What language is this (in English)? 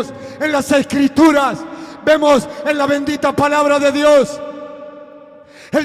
Spanish